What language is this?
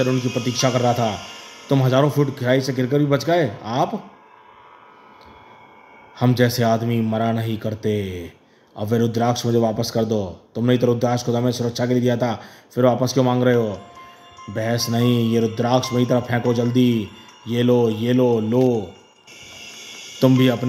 Hindi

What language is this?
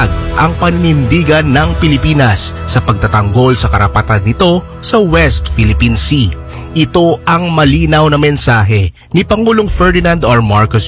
Filipino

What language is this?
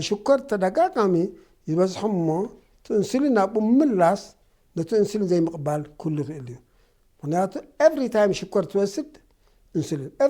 Tigrinya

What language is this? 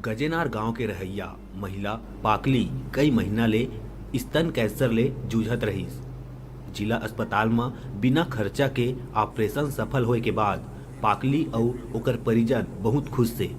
Chhattisgarhi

